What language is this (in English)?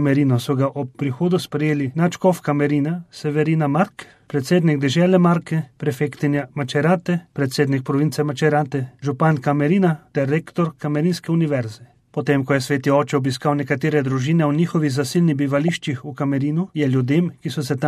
Slovenian